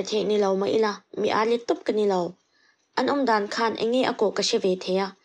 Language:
Mizo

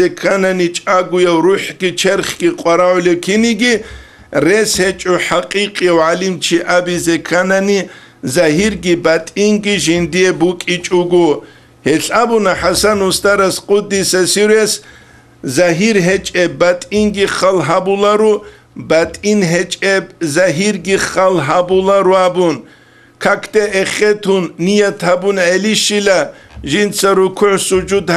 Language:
Avaric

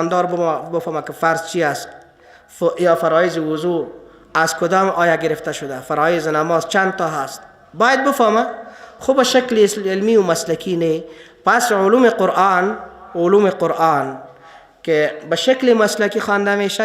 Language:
Persian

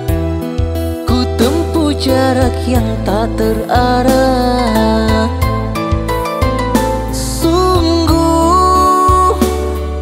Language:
Indonesian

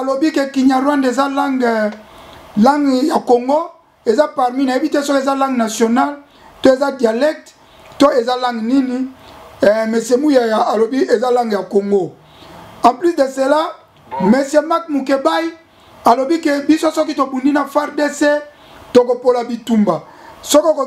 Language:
Lingala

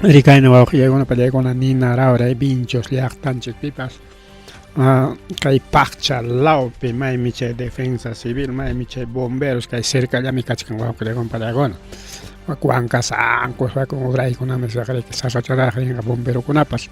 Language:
Ayacucho Quechua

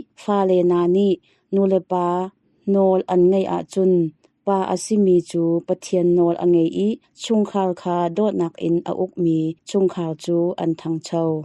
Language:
Hakha Chin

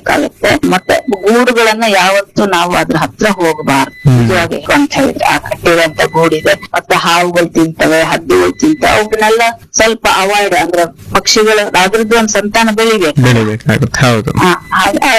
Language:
Kannada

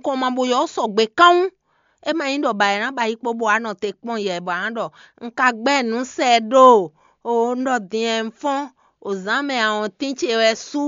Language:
Fon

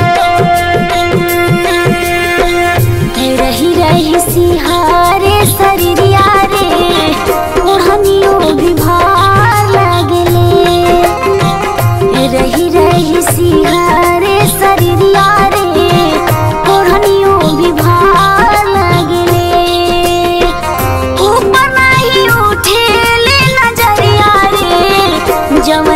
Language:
Bhojpuri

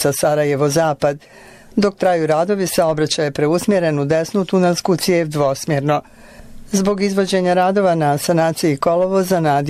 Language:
Bosnian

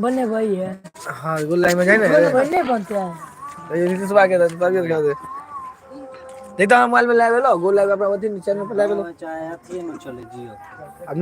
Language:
Maithili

